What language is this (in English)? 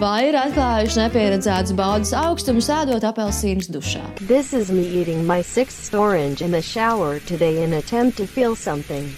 Latvian